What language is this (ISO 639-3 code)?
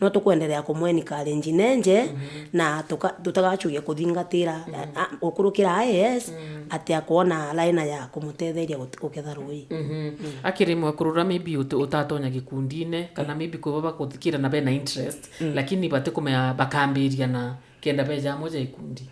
mer